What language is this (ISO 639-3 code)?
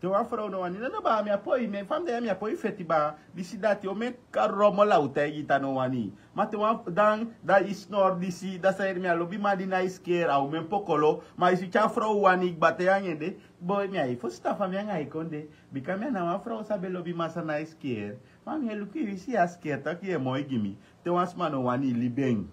srn